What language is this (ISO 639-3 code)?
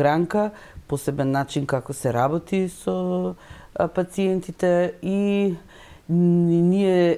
mkd